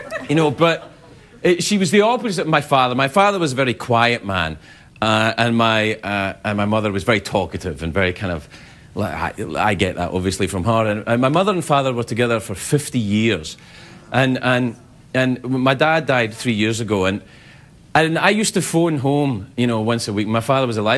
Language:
English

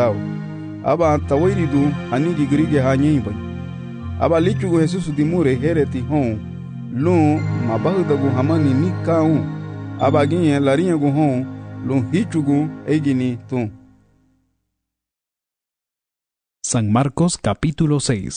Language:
Garifuna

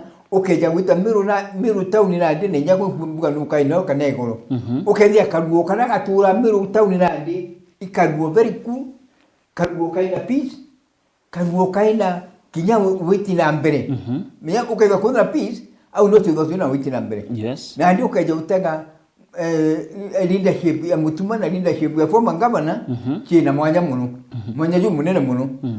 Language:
Meru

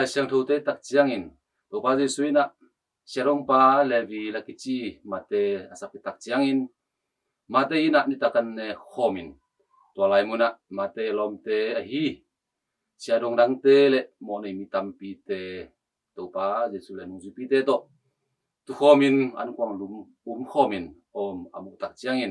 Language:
Tedim Chin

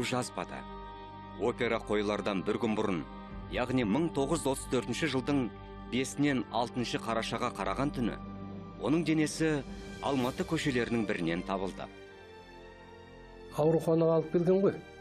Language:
Kazakh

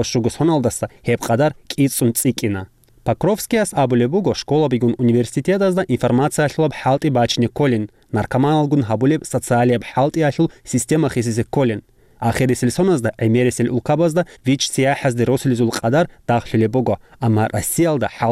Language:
Avaric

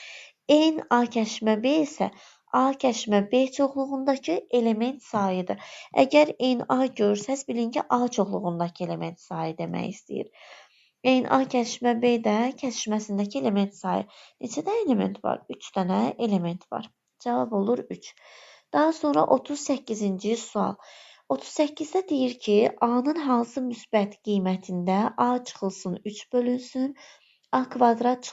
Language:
Azerbaijani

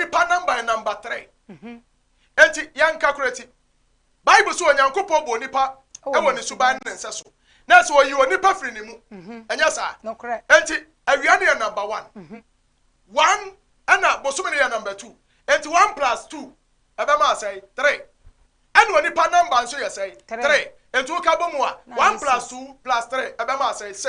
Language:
Akan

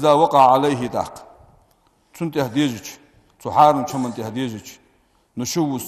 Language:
Ingush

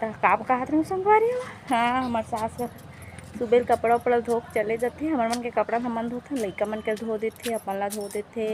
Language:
Chhattisgarhi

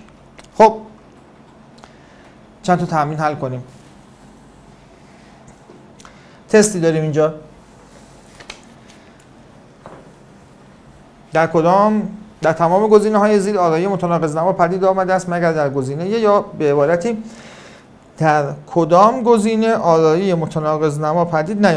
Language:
Persian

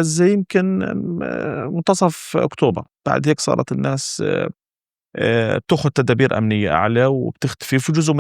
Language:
North Levantine Arabic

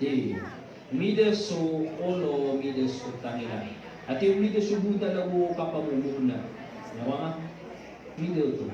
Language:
Maranao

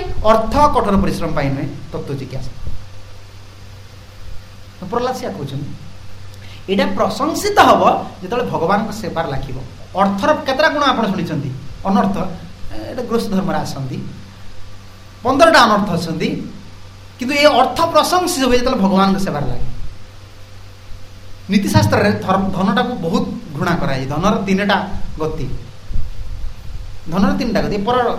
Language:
Odia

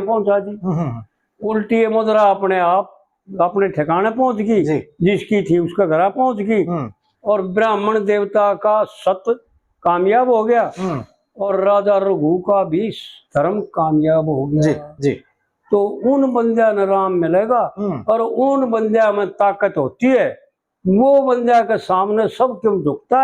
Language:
Haryanvi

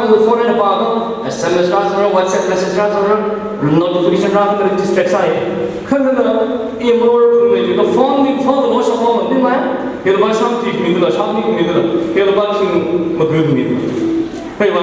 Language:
Tangkhul Naga (India)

